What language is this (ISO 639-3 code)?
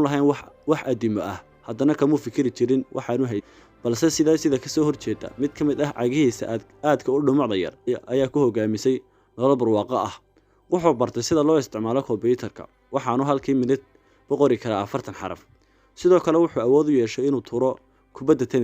som